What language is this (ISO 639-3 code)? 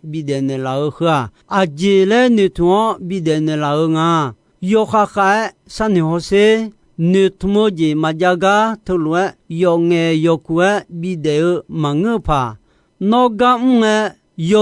ahk